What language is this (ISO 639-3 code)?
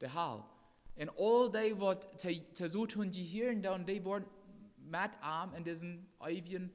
pdt